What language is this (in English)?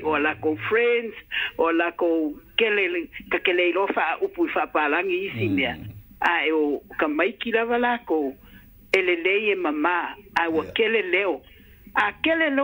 Samoan